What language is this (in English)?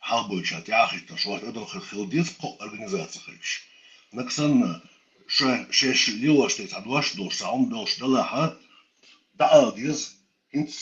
Chechen